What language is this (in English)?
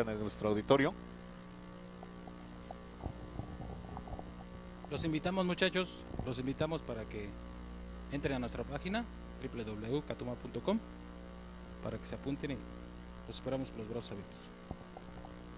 Spanish